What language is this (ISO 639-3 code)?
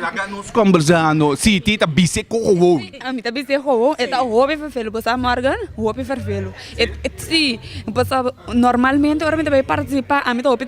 pap